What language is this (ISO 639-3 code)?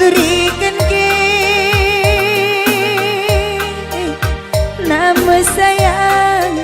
btx